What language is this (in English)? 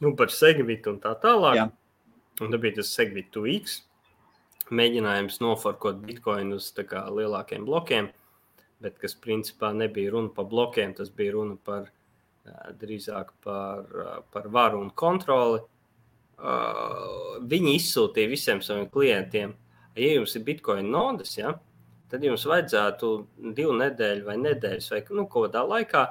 Latvian